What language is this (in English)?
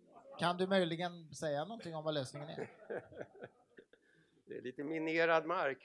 Swedish